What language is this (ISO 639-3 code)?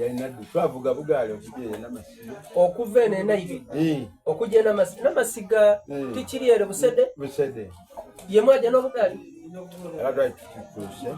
xog